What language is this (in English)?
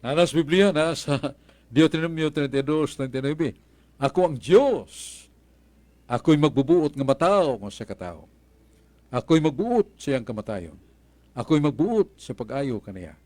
Cebuano